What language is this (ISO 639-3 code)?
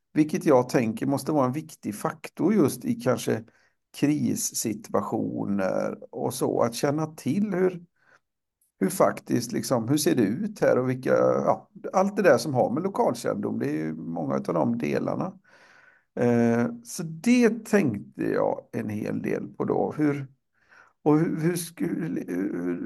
swe